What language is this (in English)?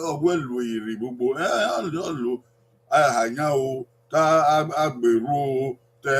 Bini